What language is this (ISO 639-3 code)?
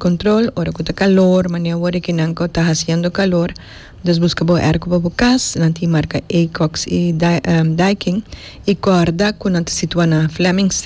pap